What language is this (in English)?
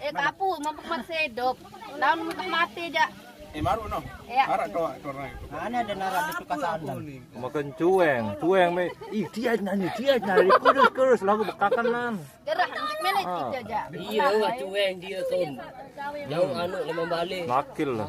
Sasak